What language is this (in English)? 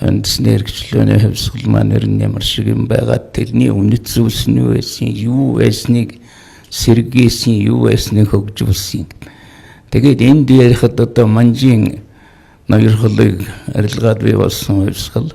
Mongolian